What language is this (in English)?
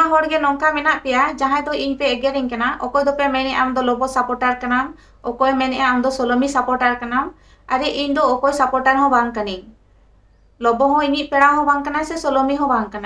Santali